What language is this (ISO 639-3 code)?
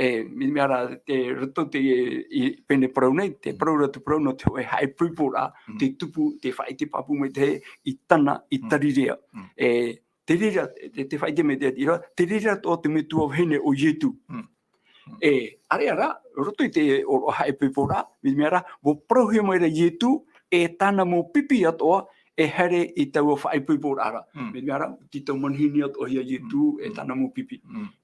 tah